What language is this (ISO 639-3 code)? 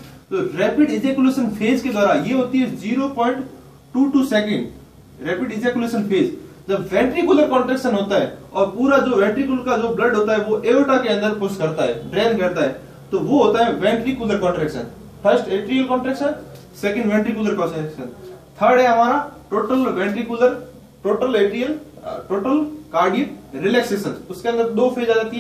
hin